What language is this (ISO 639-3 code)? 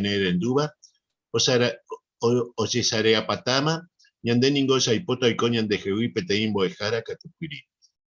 grn